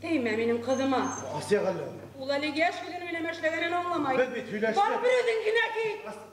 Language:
Bashkir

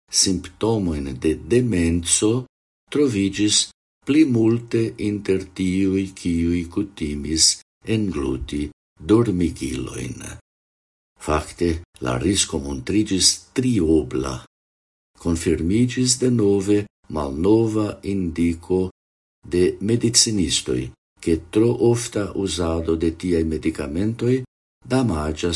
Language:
Esperanto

